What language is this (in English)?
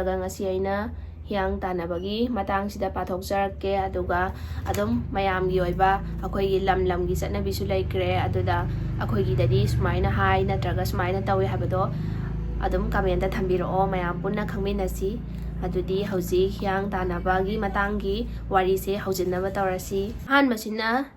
Manipuri